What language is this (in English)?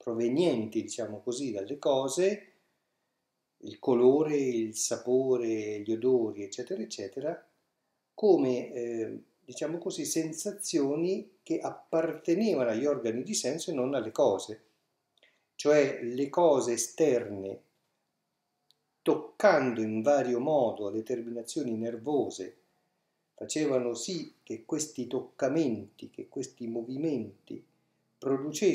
Italian